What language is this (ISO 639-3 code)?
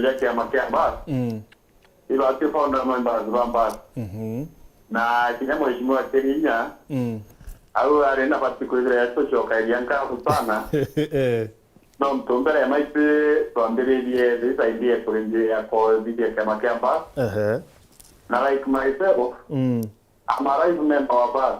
mer